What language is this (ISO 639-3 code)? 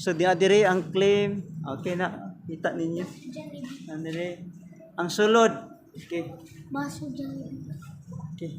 ceb